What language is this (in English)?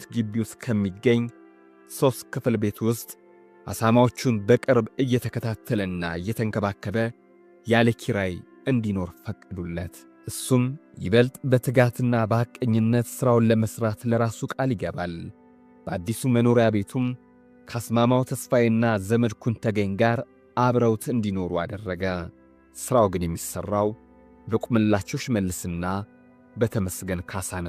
Amharic